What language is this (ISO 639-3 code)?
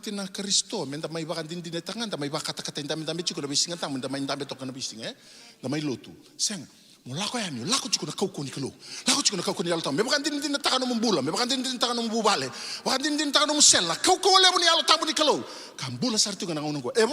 fij